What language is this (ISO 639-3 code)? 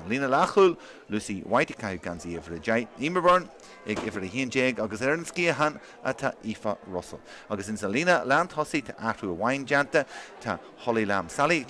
gle